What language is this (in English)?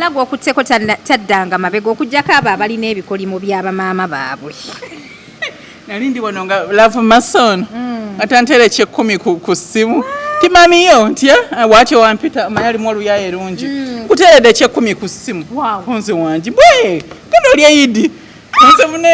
Ganda